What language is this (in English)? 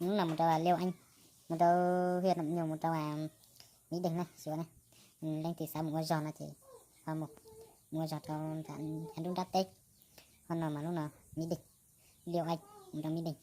Hmong